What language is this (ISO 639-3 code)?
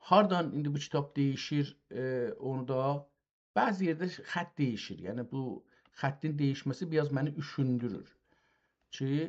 azb